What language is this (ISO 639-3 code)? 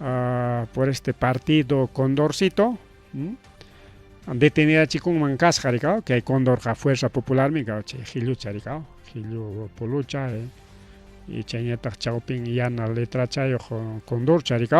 quy